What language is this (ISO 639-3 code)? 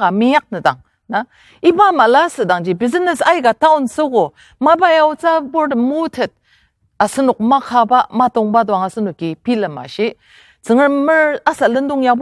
njo